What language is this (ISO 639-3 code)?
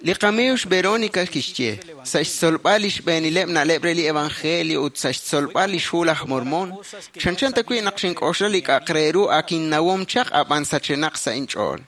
kek